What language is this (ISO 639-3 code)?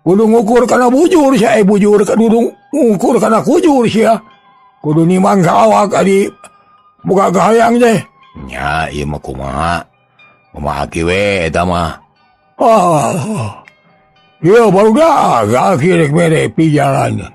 sun